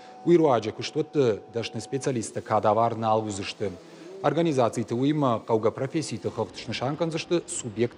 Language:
Ossetic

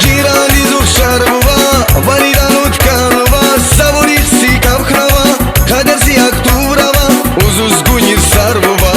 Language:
Tabassaran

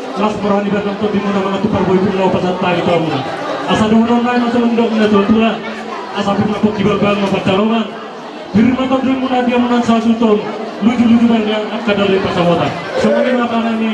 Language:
Batak Toba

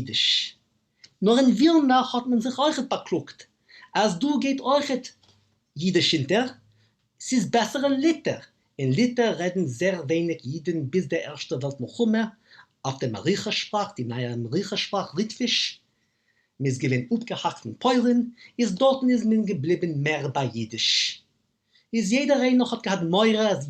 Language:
Yiddish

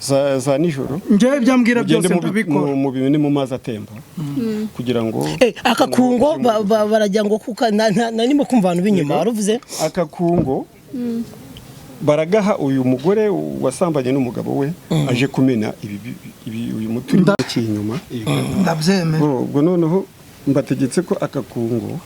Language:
Kinyarwanda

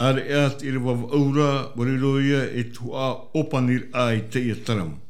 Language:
Tahitian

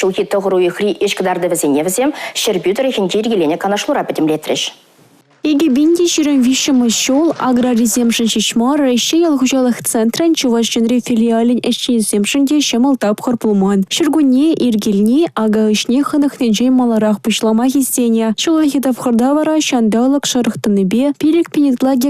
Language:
Chuvash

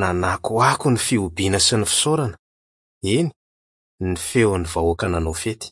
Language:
Malagasy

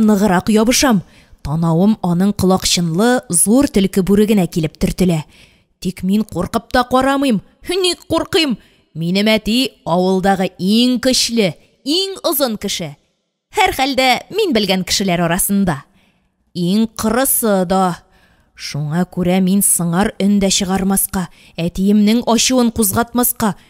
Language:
Tatar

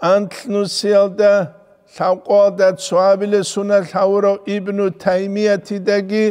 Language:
Avaric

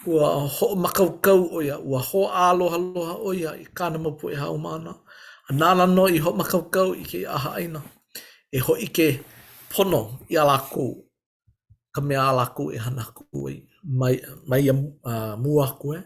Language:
Hawaiian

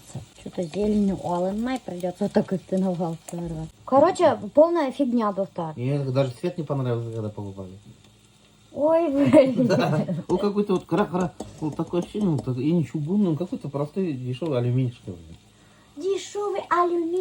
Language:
Bashkir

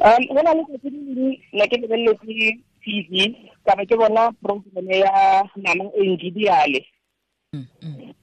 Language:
Tswana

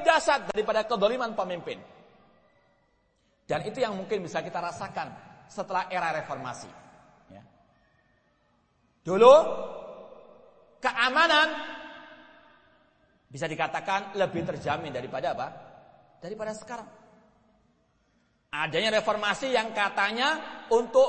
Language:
Indonesian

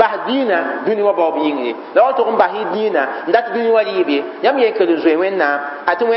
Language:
Mossi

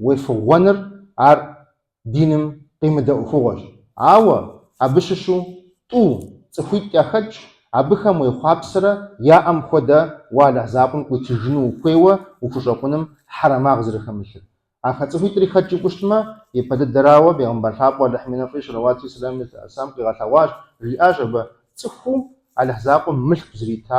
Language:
Kabardian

